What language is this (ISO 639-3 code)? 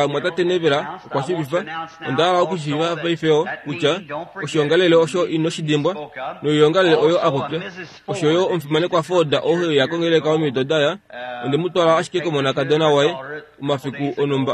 kua